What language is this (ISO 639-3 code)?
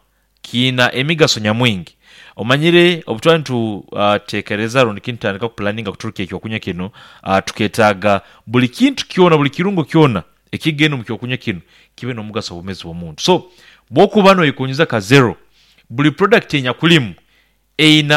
nyn